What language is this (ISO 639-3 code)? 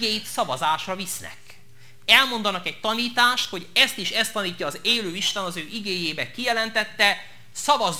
hun